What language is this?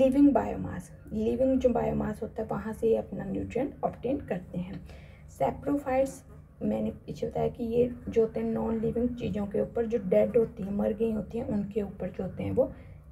Hindi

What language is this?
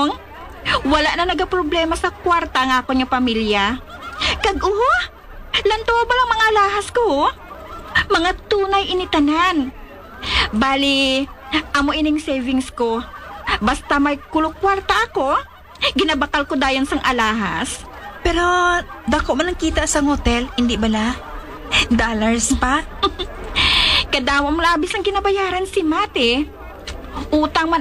Hiligaynon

